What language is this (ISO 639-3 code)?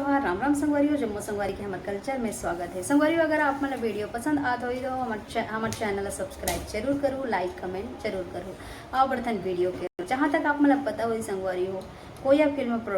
hne